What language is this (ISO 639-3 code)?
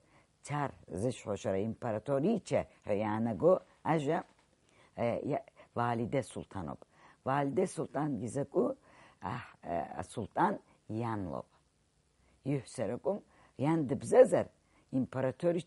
abk